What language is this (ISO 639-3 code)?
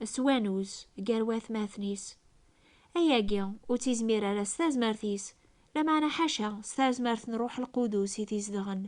kab